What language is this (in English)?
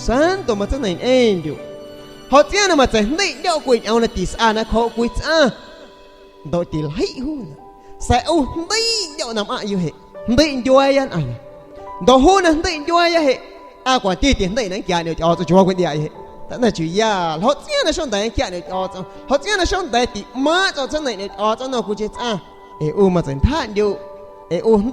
San Pedro Amuzgos Amuzgo